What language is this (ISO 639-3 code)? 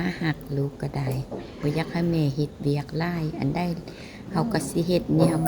lao